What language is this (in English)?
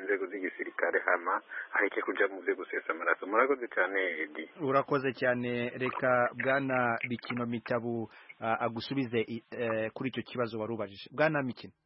Kinyarwanda